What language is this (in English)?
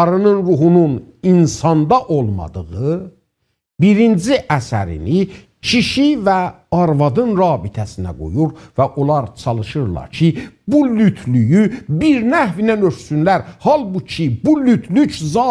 South Azerbaijani